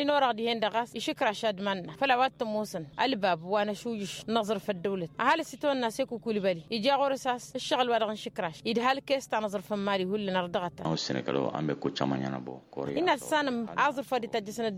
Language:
Tamasheq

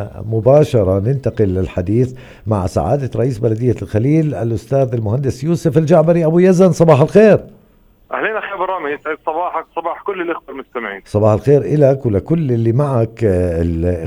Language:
North Levantine Arabic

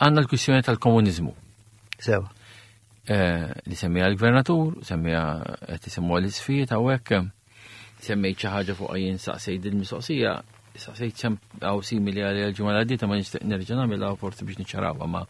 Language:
Maltese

